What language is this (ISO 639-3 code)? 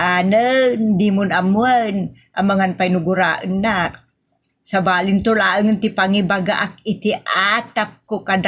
ilo